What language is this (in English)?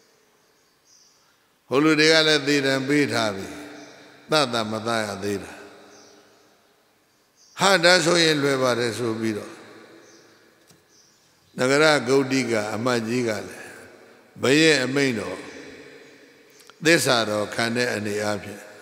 Burmese